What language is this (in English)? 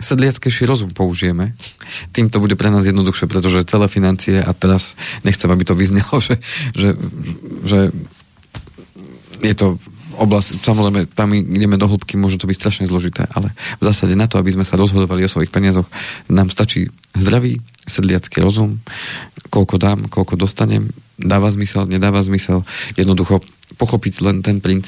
Slovak